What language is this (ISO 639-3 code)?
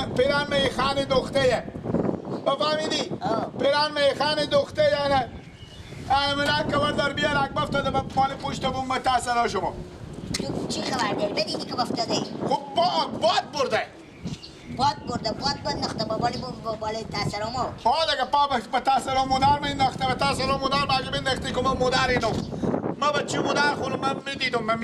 fas